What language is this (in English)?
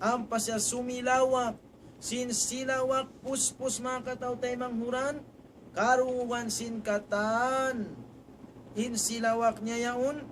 Tausug